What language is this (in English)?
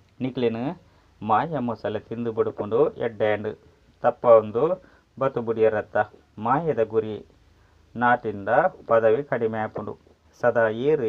Tulu